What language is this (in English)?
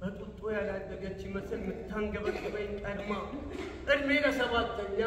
Amharic